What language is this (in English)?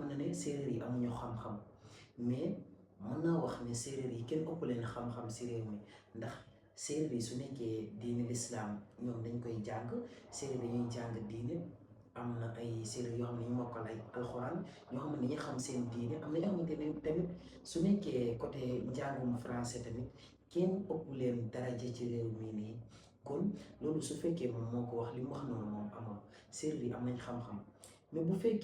Wolof